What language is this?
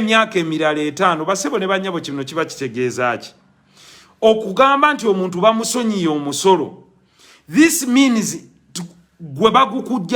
Ganda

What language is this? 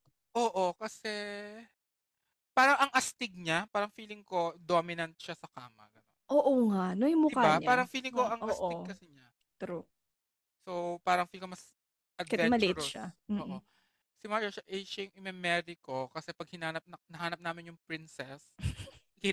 Filipino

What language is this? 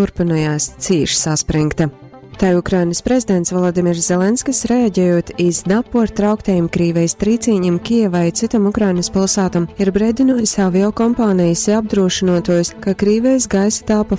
Latgalian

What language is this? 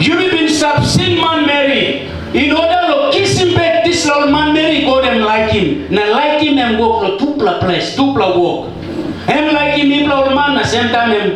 Tok Pisin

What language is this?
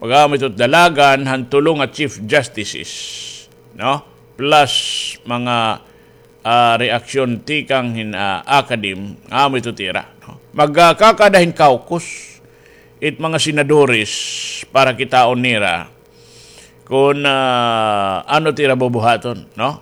Waray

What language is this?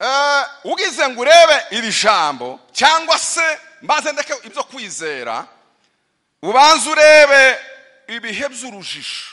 Kinyarwanda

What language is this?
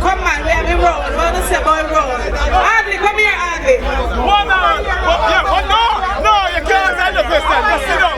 Jamaican Creole English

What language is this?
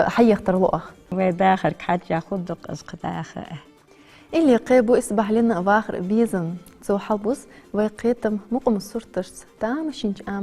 Ingush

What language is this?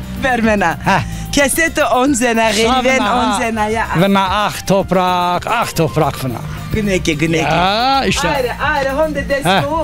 Zaza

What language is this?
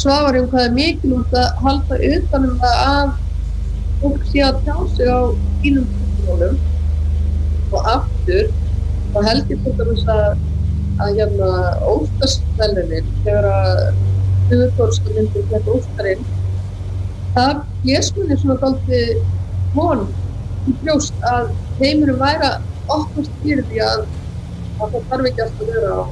Icelandic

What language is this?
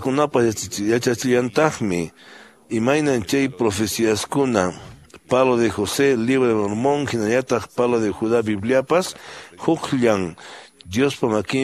Quechua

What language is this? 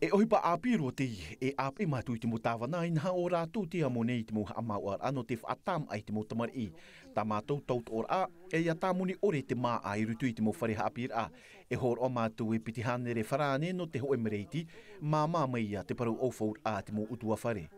Tahitian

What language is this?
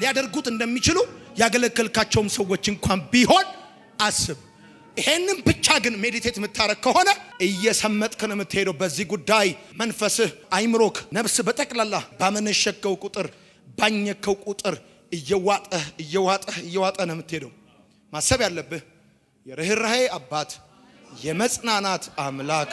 Amharic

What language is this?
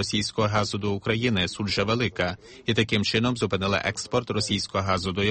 Ukrainian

